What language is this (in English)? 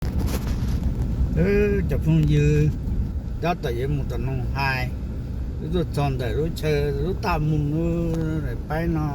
Hmong